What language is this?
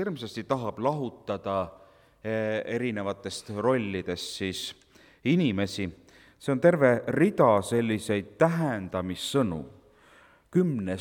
Estonian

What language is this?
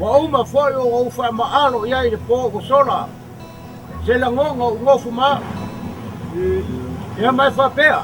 Samoan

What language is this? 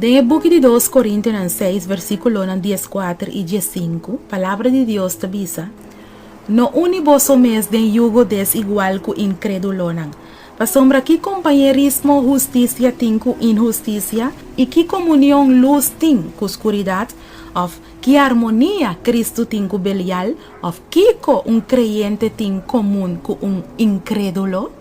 Papiamento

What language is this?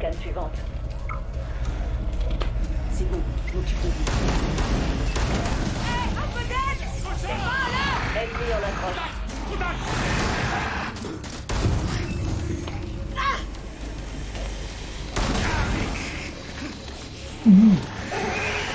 French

